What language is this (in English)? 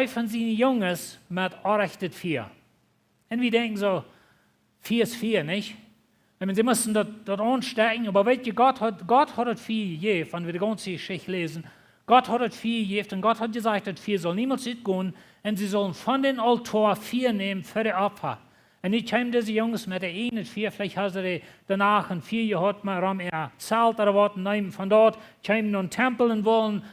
Plautdietsch